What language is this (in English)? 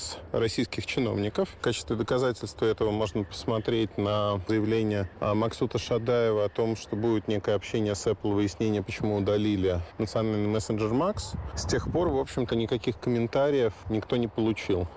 Russian